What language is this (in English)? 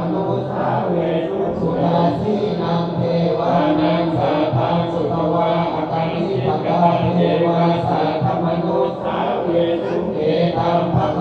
Pali